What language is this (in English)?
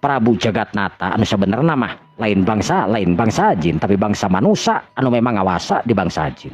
Sundanese